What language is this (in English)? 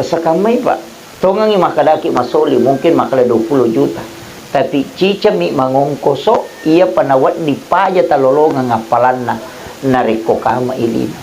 Buginese